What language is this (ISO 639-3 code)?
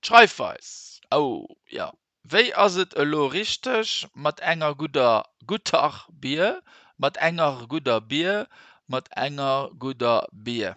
ltz